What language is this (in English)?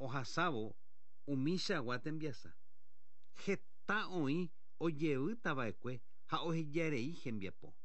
Guarani